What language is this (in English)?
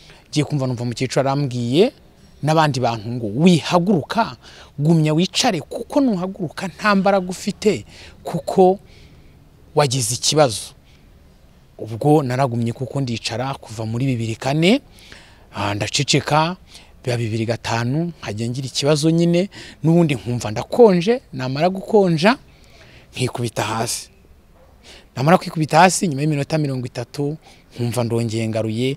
Kinyarwanda